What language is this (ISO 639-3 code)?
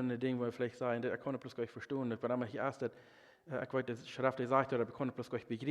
pdt